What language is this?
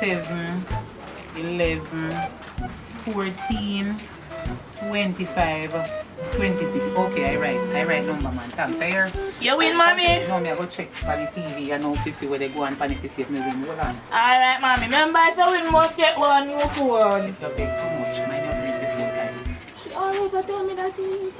Jamaican Creole English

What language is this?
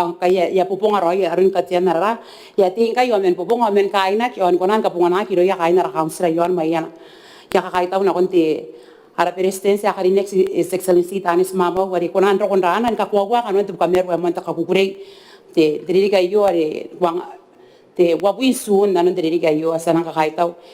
Gilbertese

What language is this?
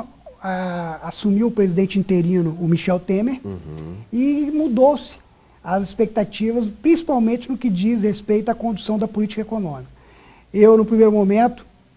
Portuguese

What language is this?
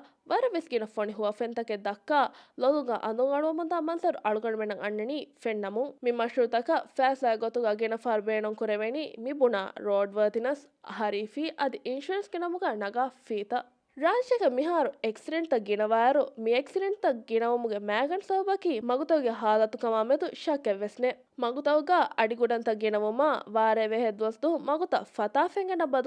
Divehi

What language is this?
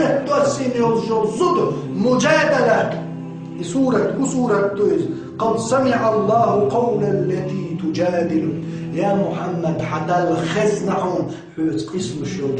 Chechen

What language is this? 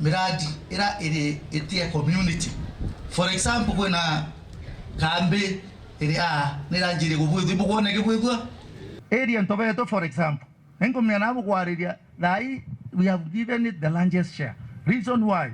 Meru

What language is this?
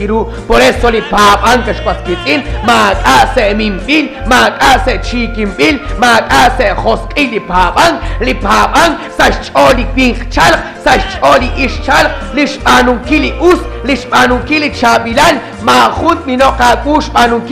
Kekchí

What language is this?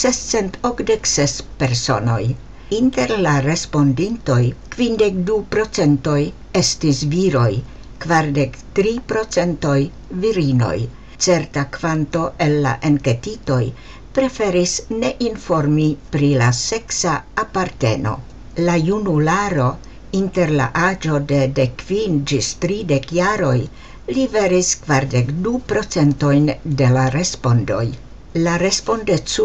Esperanto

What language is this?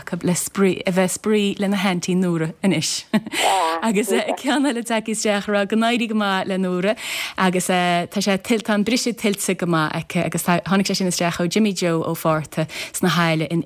Irish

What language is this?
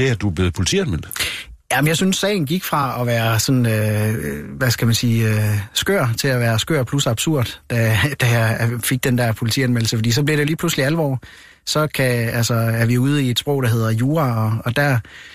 Danish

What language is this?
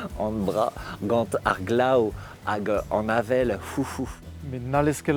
Breton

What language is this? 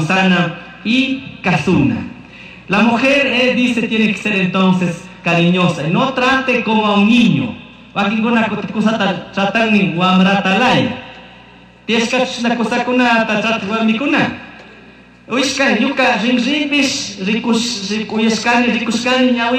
Chimborazo Highland Quichua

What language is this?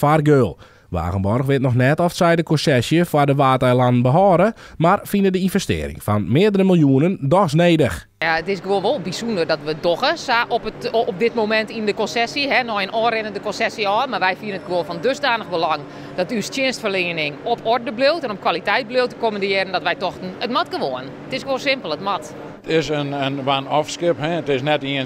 Western Frisian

